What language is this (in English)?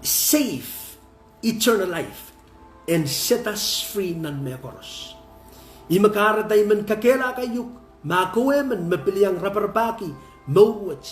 Pohnpeian